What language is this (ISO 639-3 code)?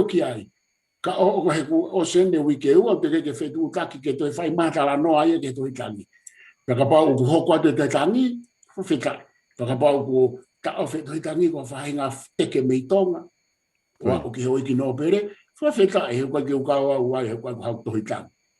ton